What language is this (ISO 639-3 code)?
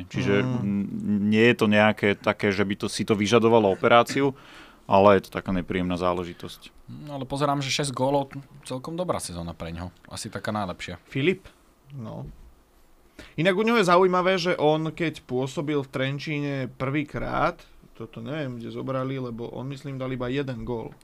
slk